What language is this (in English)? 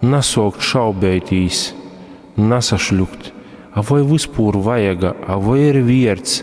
Latgalian